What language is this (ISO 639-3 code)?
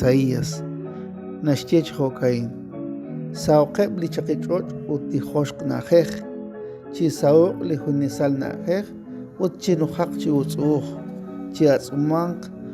kek